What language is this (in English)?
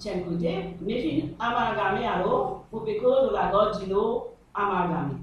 Morisyen